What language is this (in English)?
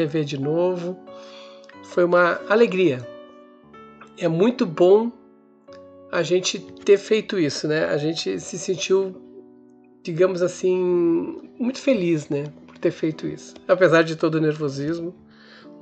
Portuguese